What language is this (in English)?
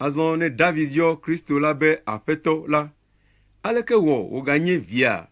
Ewe